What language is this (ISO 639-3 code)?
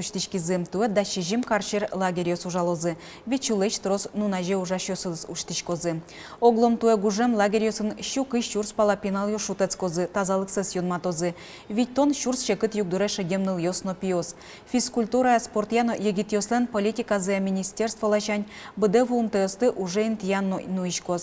udm